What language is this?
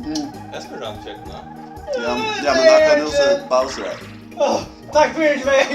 Faroese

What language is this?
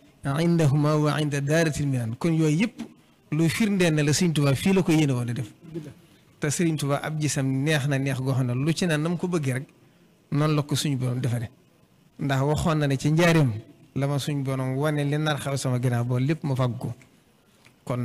Wolof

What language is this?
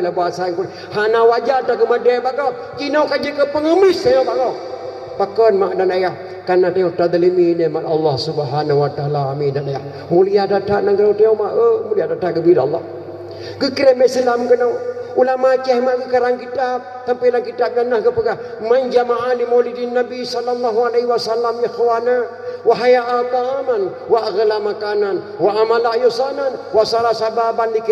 Achinese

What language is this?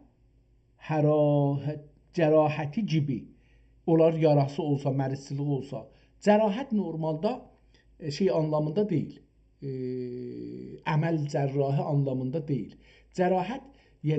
South Azerbaijani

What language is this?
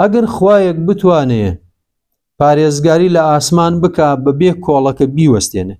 Central Kurdish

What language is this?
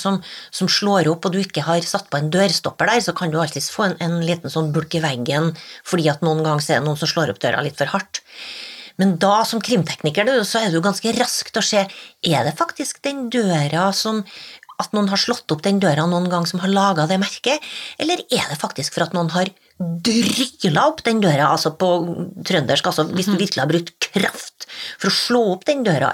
Norwegian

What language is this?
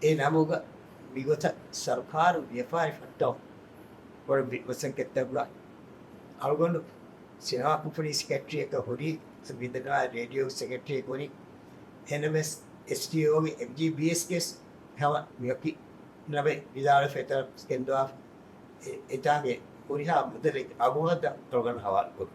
Divehi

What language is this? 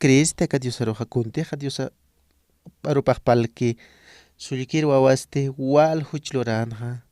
Aymara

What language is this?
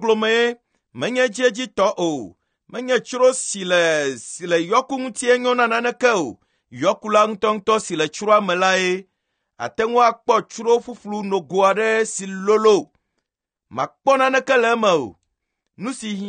Ewe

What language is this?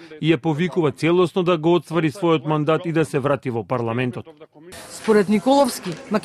Macedonian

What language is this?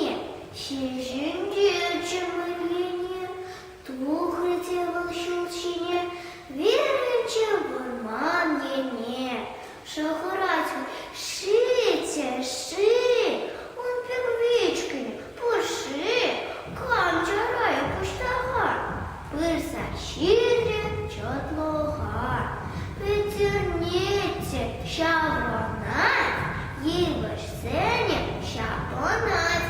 Chuvash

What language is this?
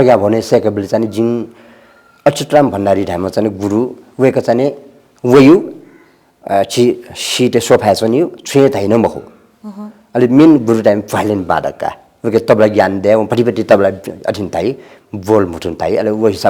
Newari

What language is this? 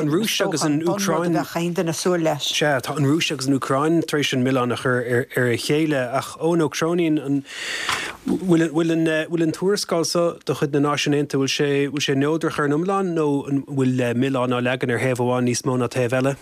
Irish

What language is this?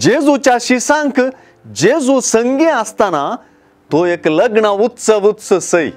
Konkani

